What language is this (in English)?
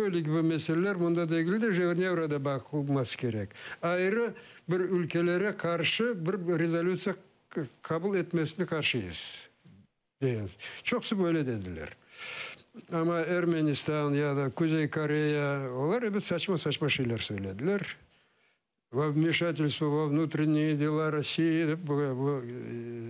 Crimean Tatar